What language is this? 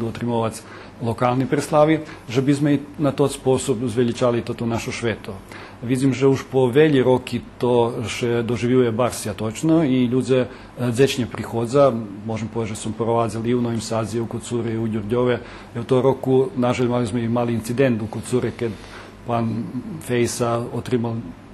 Rusyn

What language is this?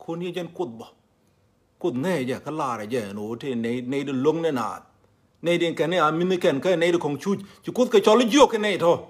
Nuer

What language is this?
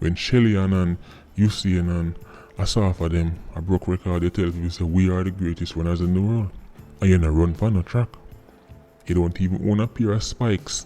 Jamaican Creole English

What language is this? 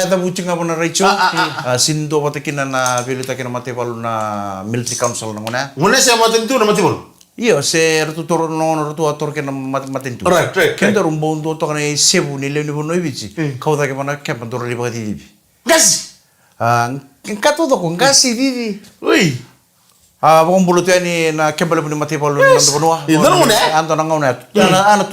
Fijian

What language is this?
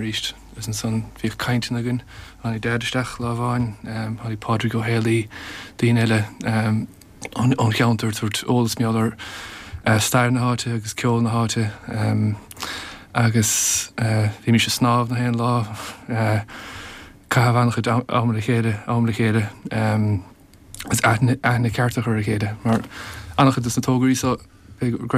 Irish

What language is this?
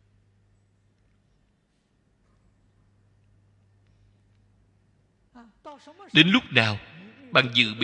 Vietnamese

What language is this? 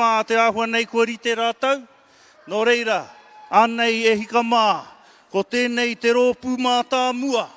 Māori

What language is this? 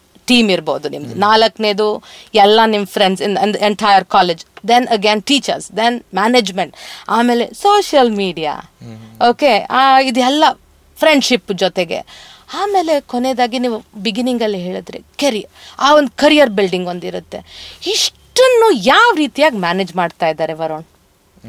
Kannada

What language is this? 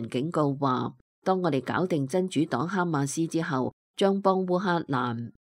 Cantonese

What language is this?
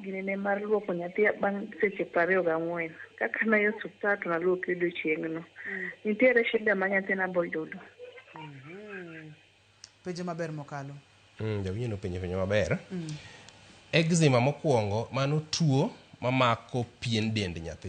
Luo (Kenya and Tanzania)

